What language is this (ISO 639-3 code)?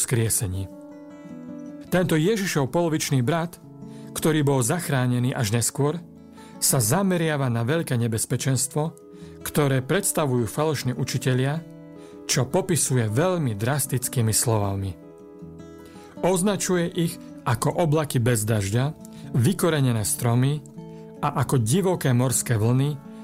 slk